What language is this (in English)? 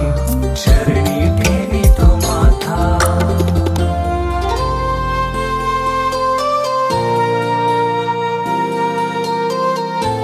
Marathi